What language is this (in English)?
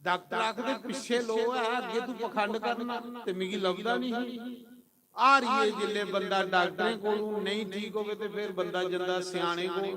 Dogri